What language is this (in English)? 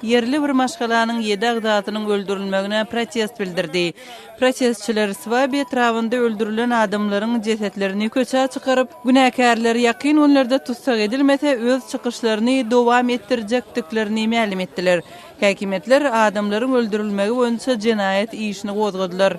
Turkmen